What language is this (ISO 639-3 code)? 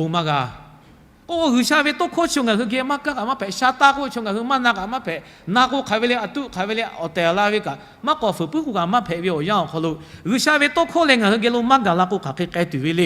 lhu